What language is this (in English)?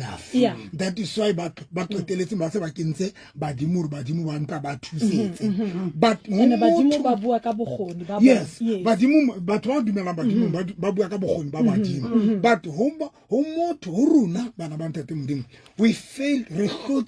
Southern Sotho